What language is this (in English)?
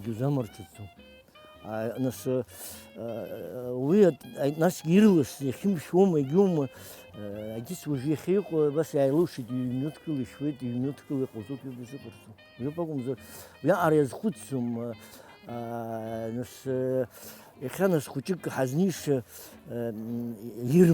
Abkhazian